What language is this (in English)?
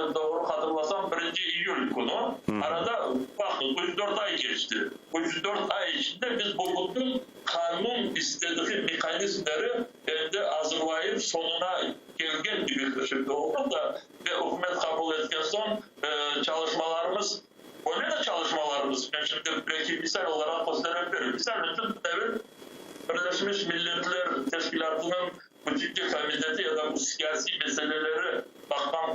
Crimean Tatar